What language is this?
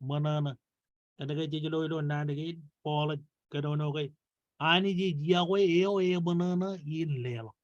Marshallese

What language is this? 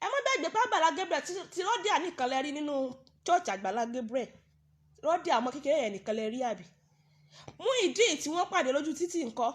Yoruba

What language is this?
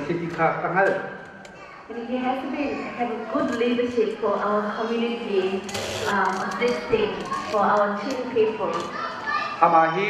Hakha Chin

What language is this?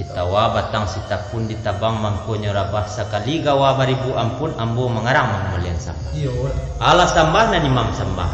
Minangkabau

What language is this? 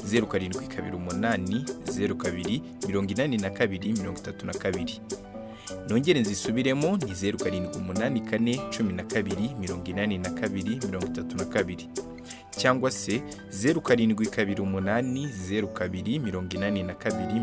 Kinyarwanda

